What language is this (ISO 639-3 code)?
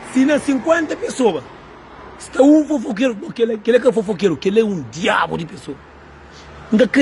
kea